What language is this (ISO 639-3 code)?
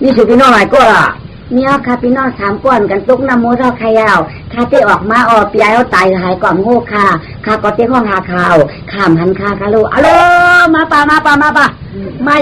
shn